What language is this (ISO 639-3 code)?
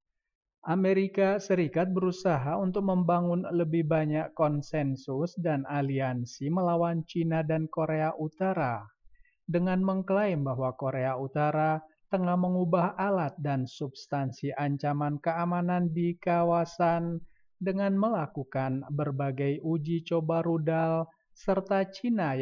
ind